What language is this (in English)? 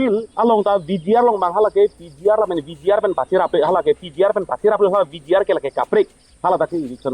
Karbi